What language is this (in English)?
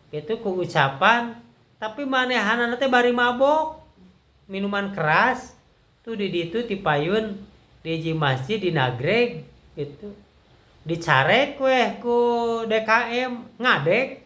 Sundanese